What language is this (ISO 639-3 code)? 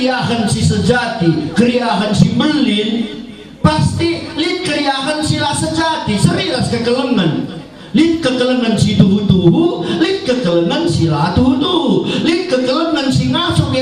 btx